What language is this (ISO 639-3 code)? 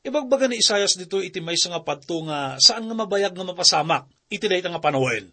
ilo